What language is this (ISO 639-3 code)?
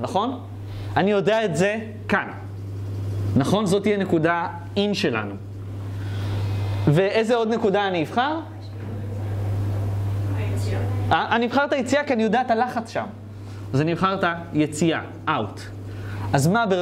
heb